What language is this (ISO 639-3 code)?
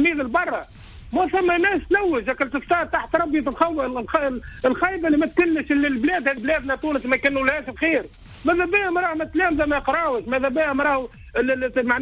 aeb